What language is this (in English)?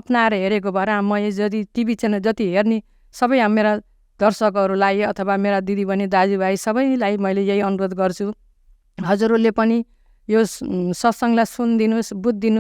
Nepali